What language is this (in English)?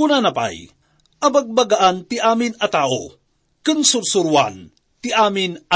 Iloko